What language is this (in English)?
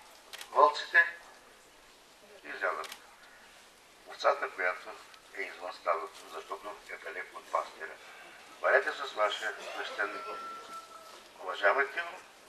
Bulgarian